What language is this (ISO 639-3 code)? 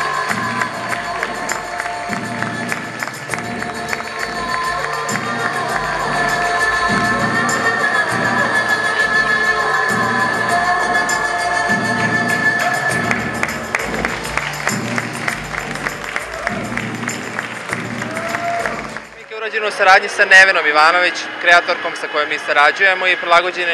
srp